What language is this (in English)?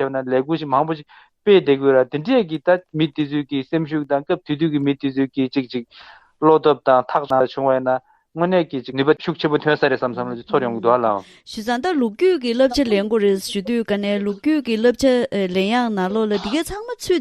Tibetan